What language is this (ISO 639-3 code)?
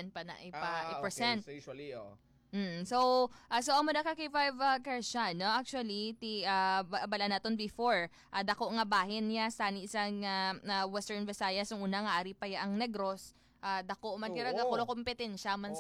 hil